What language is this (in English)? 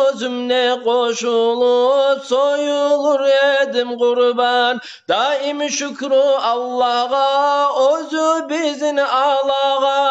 Kumyk